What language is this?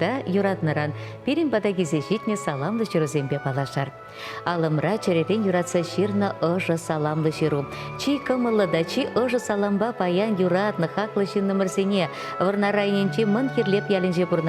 Chuvash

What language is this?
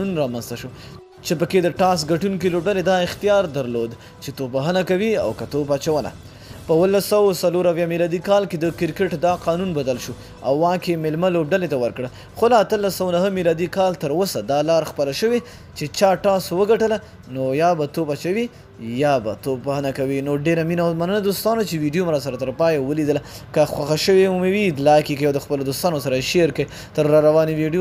Pashto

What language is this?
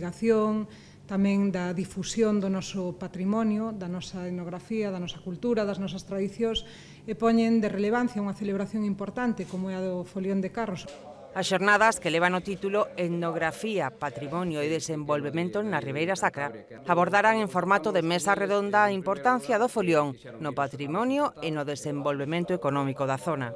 Galician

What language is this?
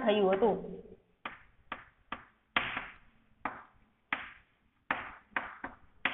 Gujarati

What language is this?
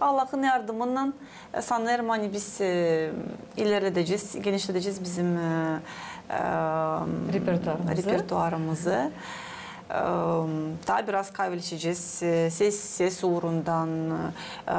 Gagauz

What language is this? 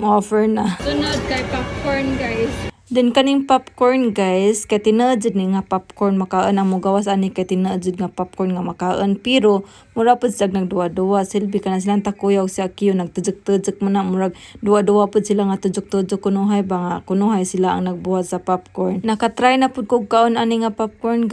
Cebuano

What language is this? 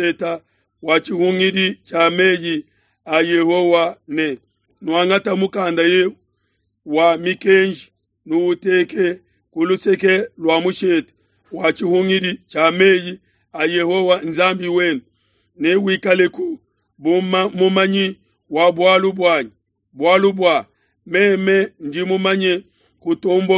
Luba-Lulua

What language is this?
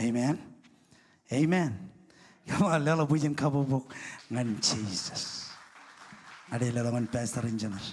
Marshallese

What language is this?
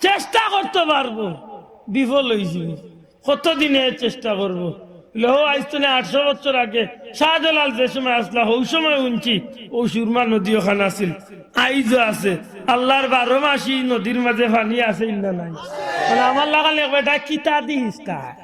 Sylheti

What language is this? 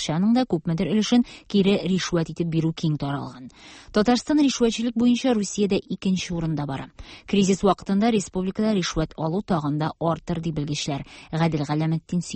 Tatar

